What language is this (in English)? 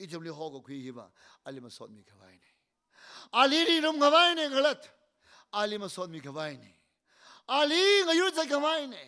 Tangkhul Naga (India)